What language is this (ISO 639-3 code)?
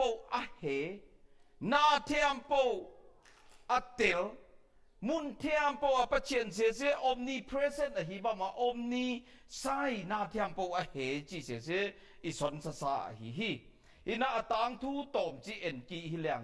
ctd